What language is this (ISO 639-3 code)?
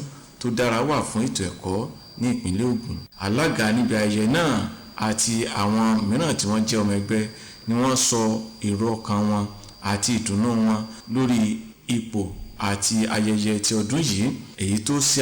yor